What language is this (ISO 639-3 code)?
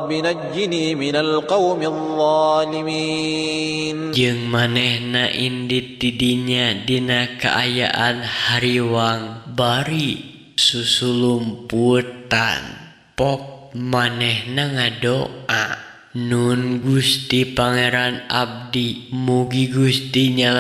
sun